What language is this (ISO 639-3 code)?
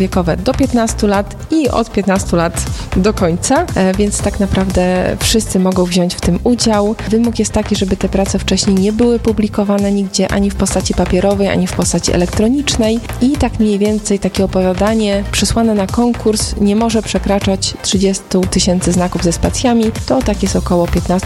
pol